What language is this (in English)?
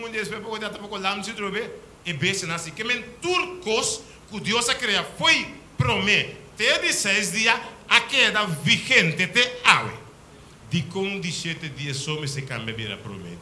Papiamento